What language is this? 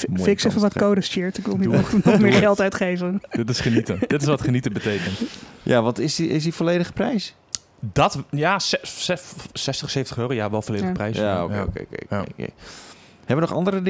Dutch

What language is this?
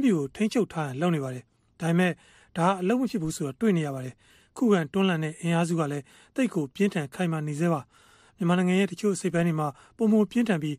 Burmese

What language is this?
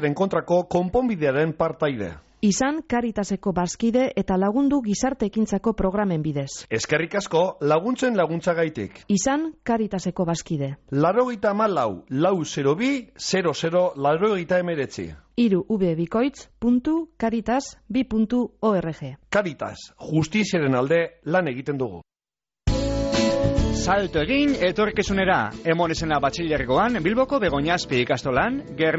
Basque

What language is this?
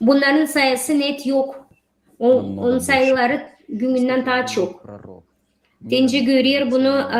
Gagauz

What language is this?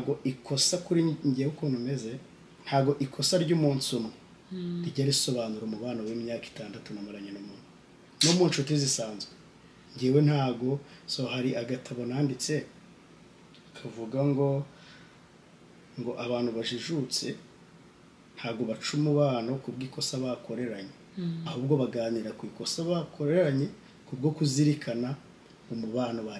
Kinyarwanda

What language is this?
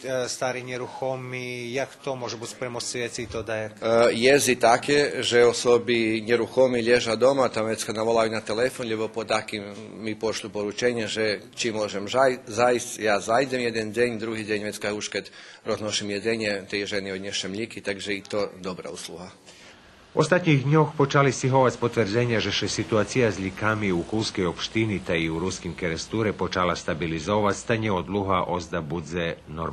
Rusyn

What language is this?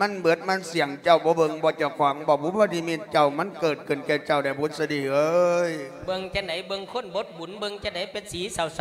Lao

